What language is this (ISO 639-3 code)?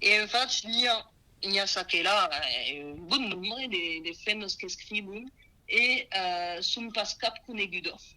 oci